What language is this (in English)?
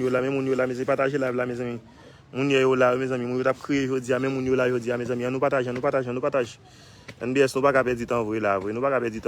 Haitian Creole